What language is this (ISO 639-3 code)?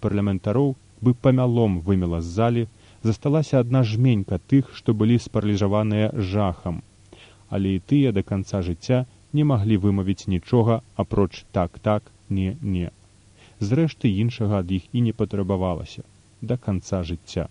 bel